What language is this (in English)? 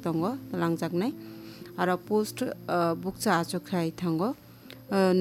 Kok Borok